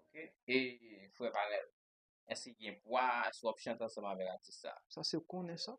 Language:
Haitian Creole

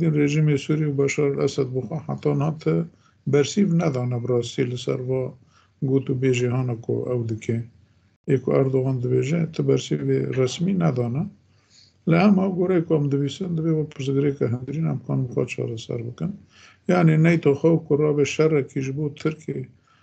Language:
Kurdish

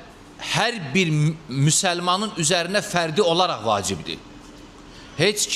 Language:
Azerbaijani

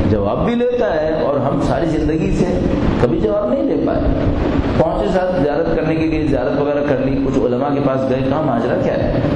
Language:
Urdu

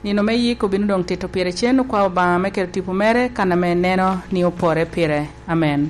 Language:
Lango (Uganda)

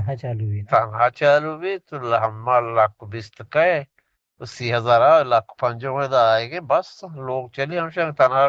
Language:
Eastern Balochi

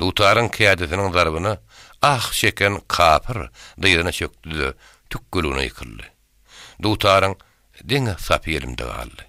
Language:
Turkmen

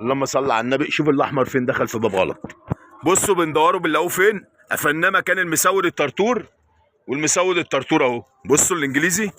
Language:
Egyptian Arabic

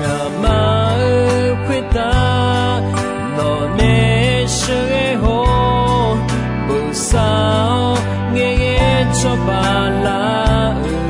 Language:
Akha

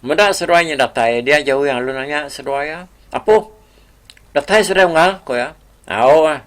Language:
Iban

